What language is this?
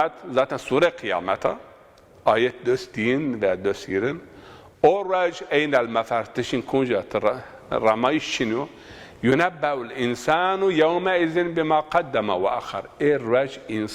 Zaza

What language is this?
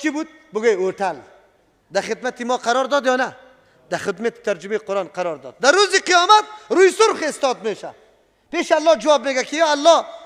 Persian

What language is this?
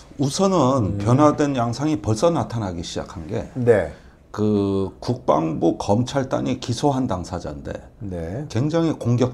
Korean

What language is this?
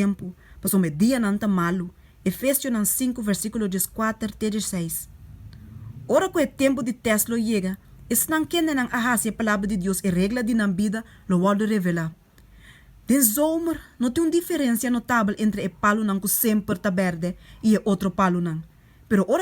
Papiamento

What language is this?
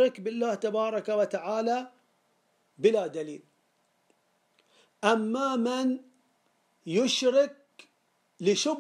Arabic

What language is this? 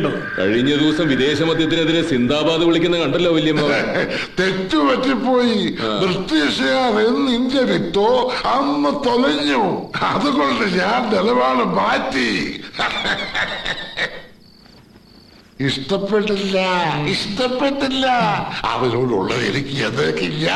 Malayalam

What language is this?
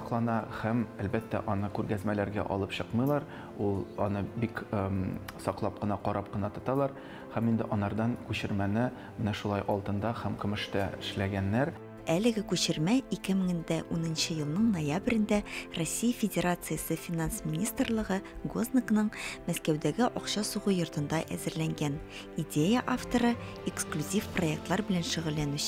Tatar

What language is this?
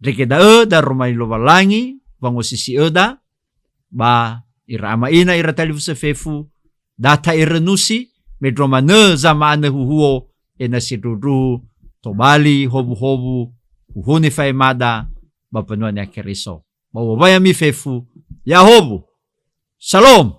Nias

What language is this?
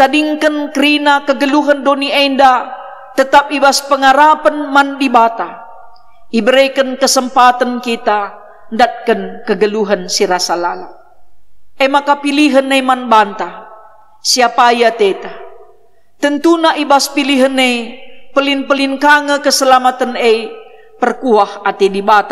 Batak Karo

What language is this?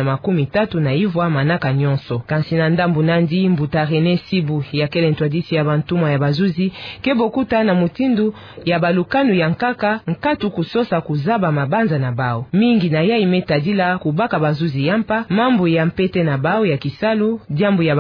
Kituba (Democratic Republic of Congo)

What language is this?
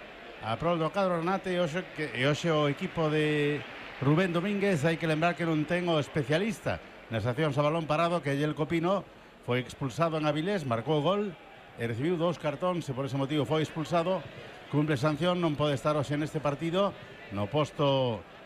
Galician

